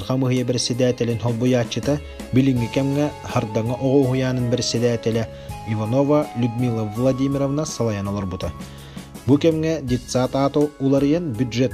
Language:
Yakut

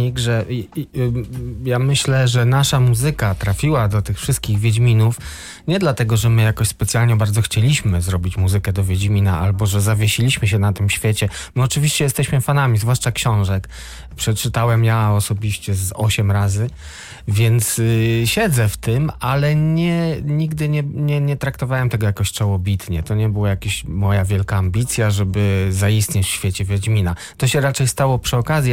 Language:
Polish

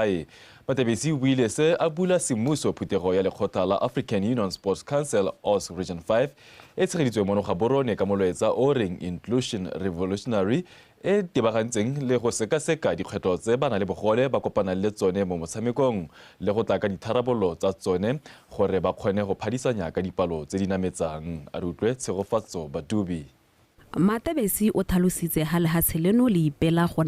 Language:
Tswana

